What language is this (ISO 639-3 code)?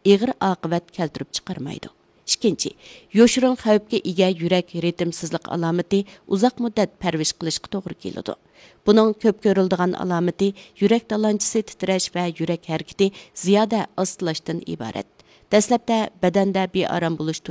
uig